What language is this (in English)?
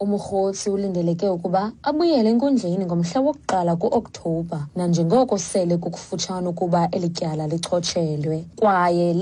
Xhosa